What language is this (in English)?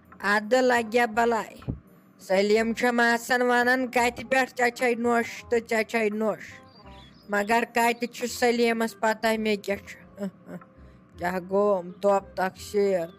Kashmiri